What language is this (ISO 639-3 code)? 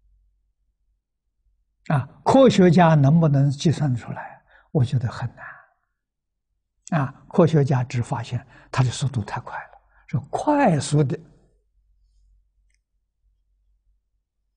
zho